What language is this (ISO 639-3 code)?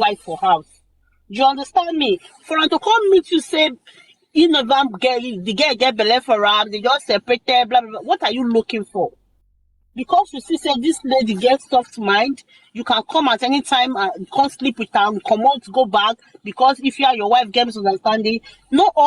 pcm